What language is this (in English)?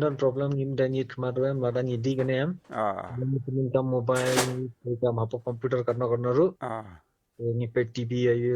Khasi